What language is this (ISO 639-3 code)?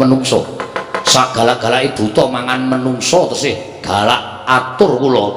jav